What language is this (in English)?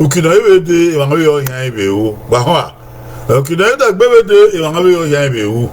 Bini